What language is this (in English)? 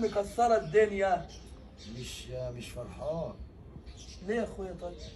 Egyptian Arabic